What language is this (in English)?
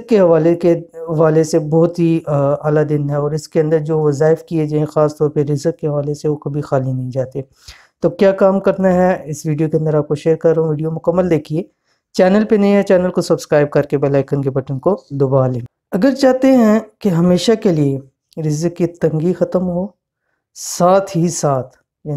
Urdu